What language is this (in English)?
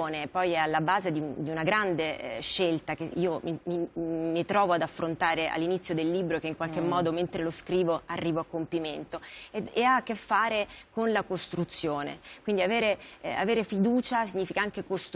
Italian